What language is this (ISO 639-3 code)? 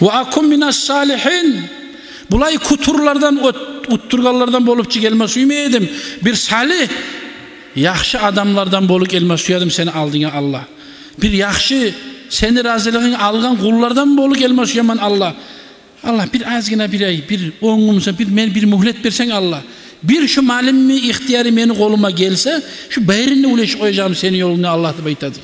kum